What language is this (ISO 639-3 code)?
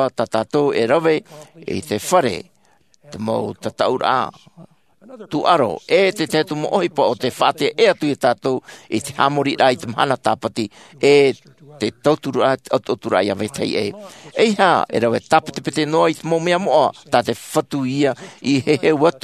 tah